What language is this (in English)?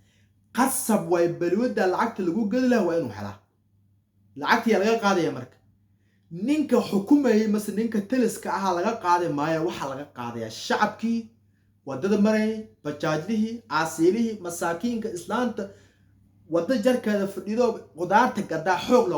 Somali